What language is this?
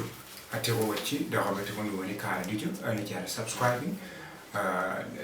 Acoli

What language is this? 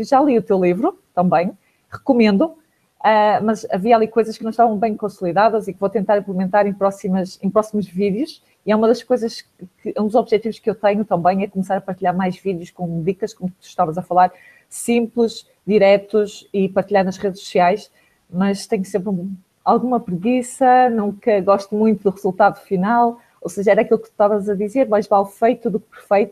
Portuguese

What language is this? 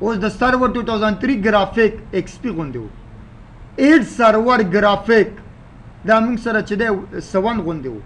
Pashto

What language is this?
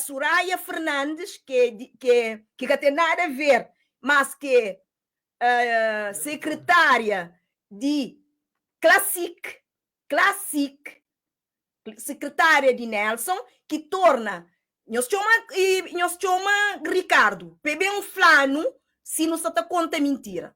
Kabuverdianu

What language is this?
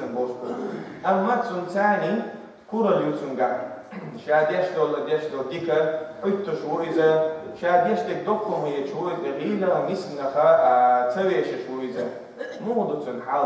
Chechen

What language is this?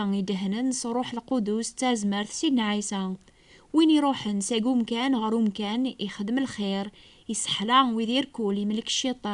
Kabyle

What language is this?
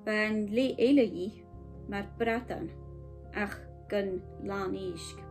Scottish Gaelic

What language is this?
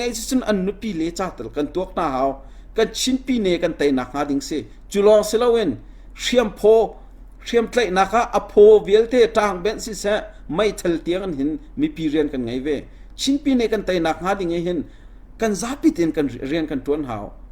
Falam Chin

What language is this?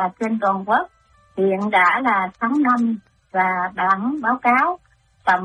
Vietnamese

